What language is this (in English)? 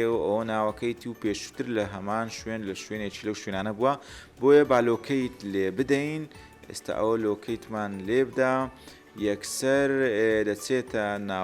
Central Kurdish